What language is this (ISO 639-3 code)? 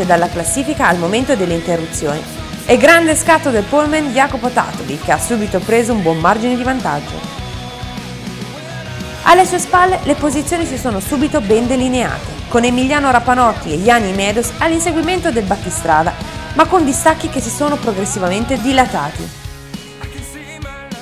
ita